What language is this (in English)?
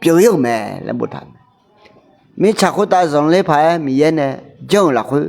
Akha